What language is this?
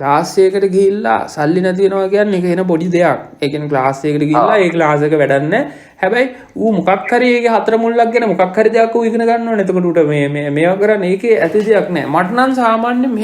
Sinhala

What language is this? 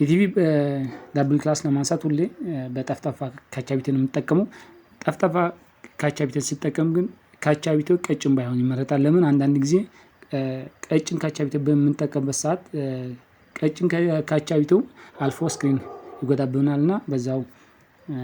Amharic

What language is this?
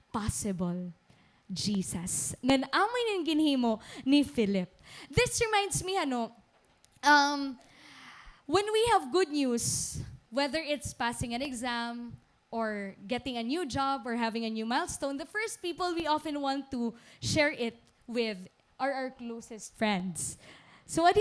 Waray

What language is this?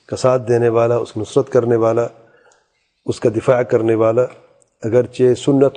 Urdu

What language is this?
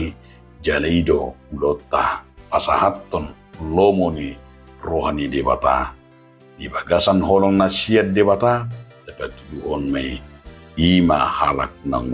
Batak Toba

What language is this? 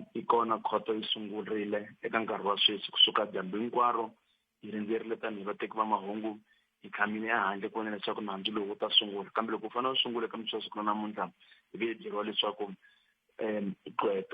Tsonga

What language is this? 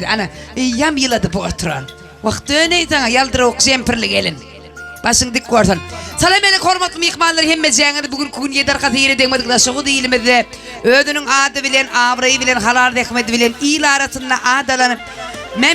Turkmen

